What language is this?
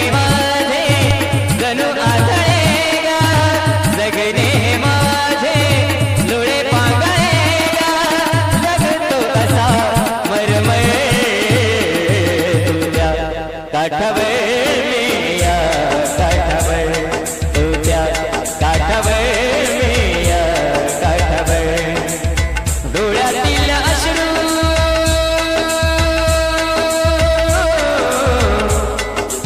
Marathi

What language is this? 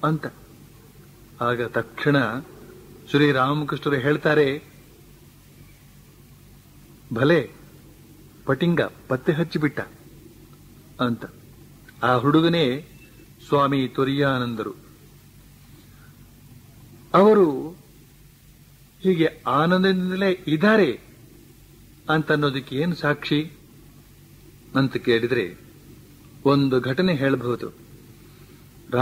Kannada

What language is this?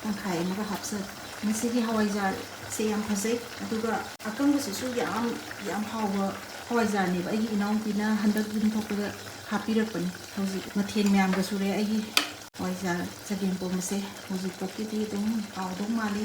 Manipuri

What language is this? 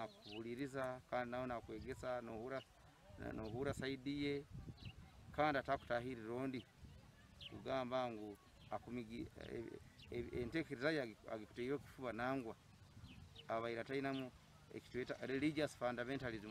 Ganda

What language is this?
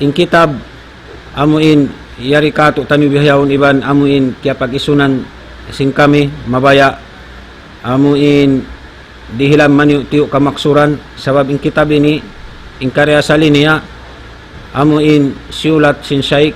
Tausug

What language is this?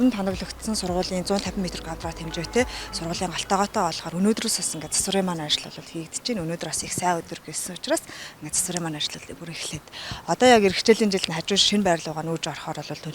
Mongolian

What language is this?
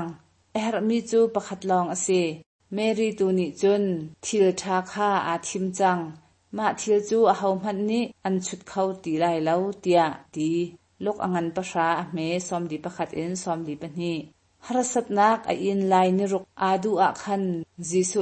Hakha Chin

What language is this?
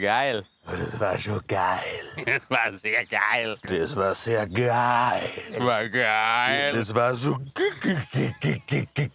Bavarian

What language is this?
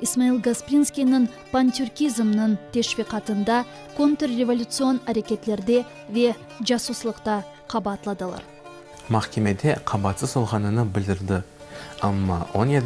Crimean Tatar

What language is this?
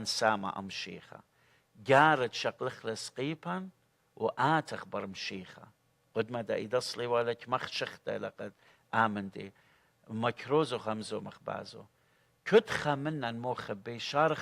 Assyrian Neo-Aramaic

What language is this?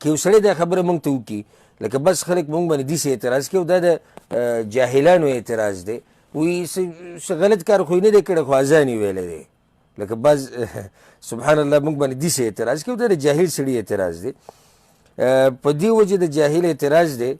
Pashto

